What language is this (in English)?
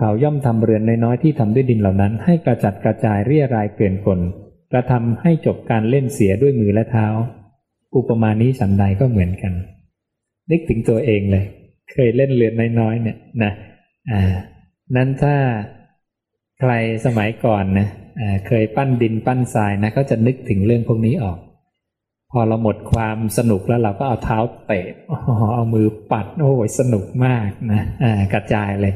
Thai